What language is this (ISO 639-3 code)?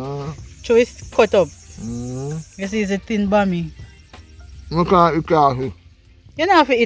jam